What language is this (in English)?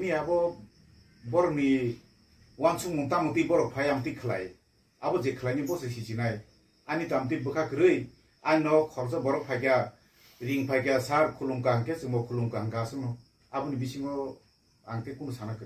Kok Borok